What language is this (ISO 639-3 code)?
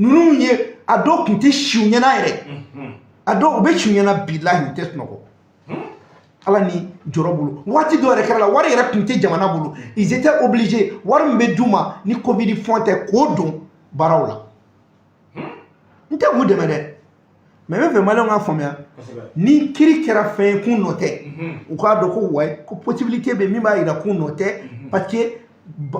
bam